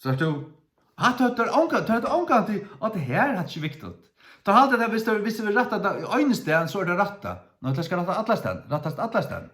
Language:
Faroese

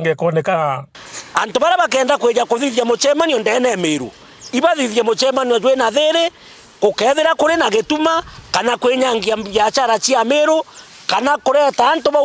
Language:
Meru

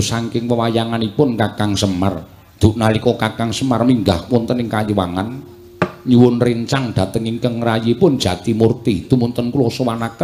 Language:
Javanese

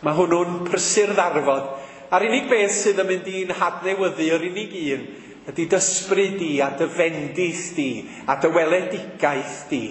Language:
Welsh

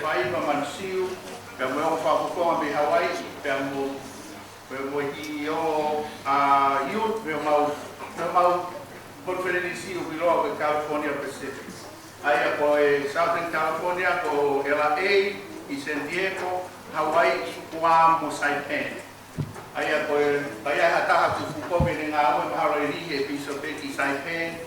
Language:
Tongan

